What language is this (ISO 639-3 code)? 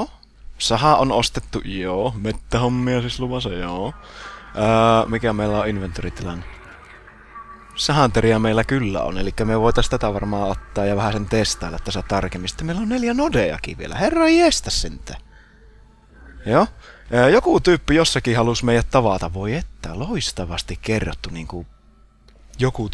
fin